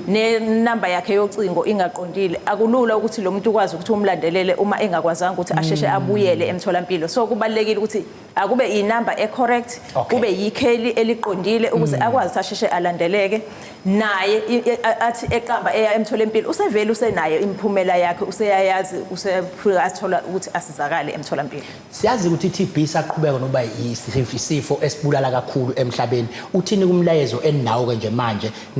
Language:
Zulu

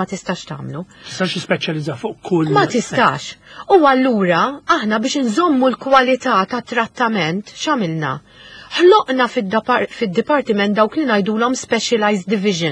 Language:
Maltese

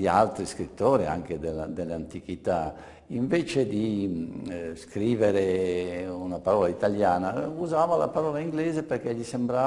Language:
Italian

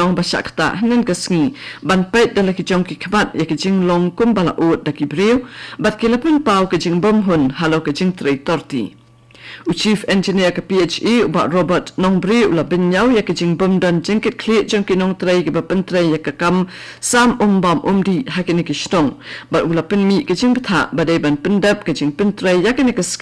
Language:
Khasi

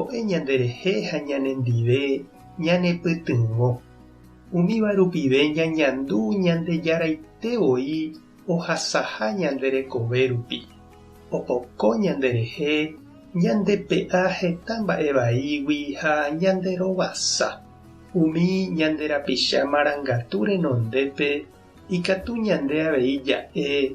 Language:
Guarani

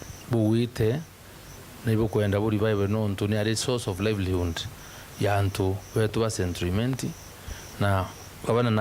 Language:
Meru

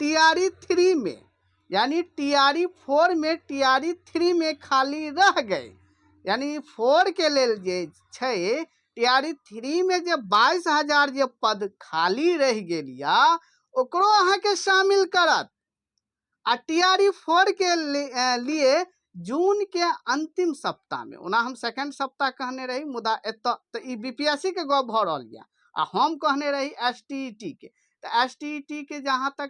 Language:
Maithili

